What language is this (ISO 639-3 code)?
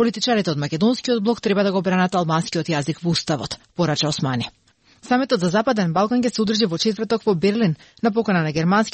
mkd